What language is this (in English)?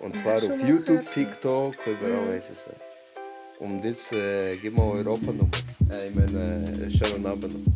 Swiss German